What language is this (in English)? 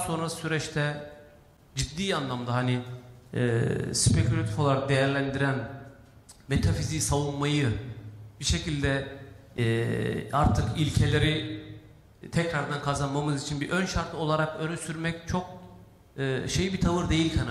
Turkish